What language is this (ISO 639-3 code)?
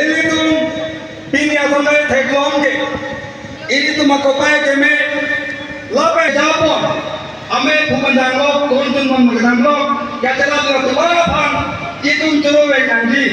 mjw